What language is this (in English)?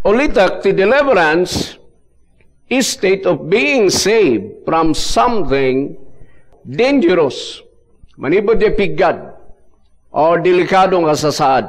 Iloko